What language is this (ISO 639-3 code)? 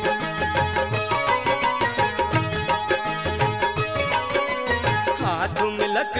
hin